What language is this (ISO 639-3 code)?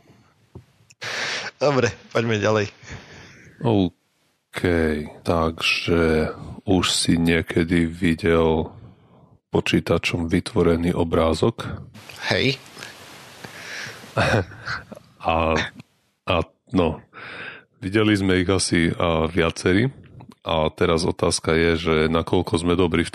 slk